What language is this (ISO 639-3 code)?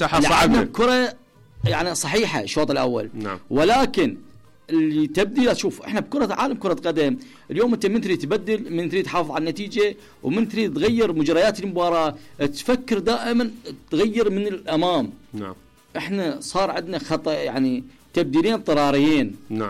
acm